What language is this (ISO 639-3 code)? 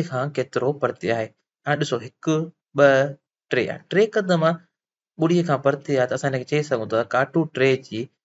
snd